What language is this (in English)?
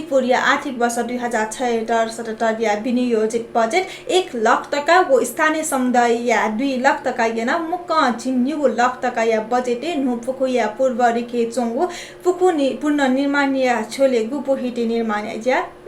Newari